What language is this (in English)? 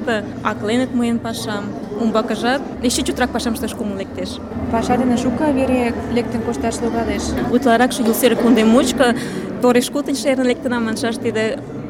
Mari